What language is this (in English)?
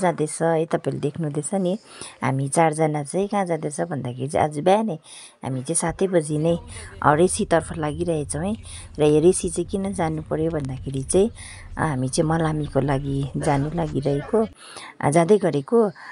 Nepali